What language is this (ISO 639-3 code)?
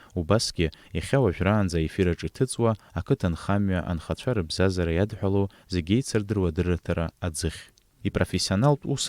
abk